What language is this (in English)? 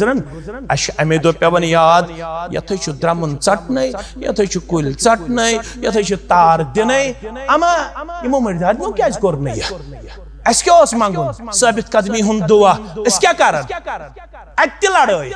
Kashmiri